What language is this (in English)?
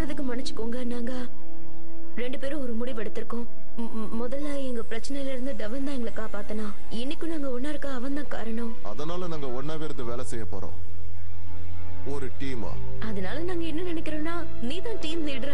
Tamil